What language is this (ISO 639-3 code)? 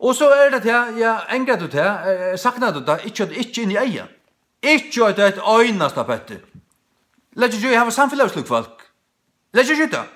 fao